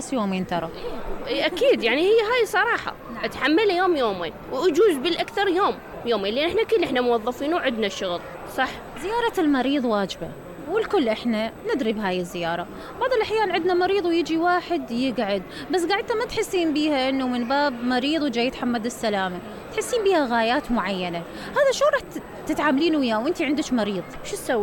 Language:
Mesopotamian Arabic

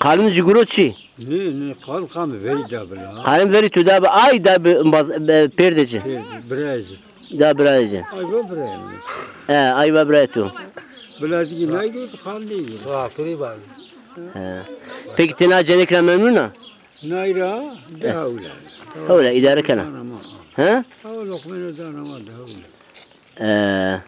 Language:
Zaza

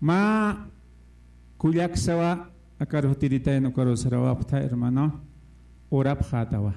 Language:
Aymara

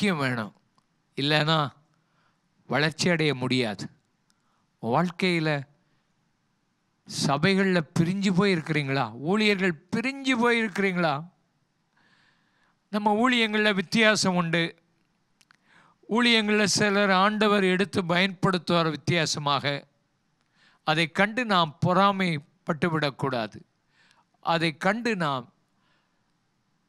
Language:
Tamil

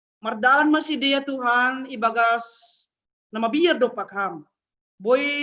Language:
Batak Simalungun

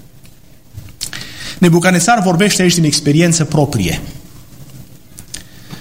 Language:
Romanian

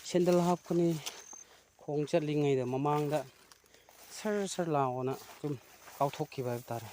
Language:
Manipuri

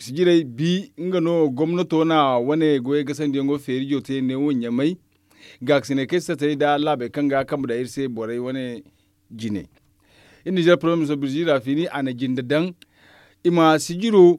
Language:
Zarma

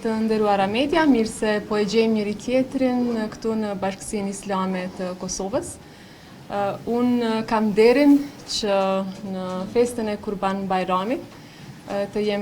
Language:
Albanian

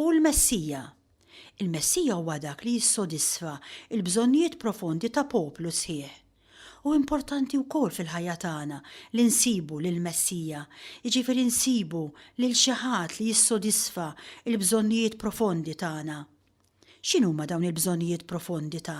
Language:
Maltese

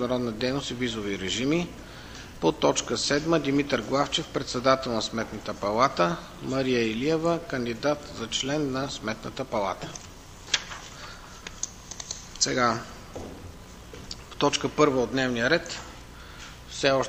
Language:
Bulgarian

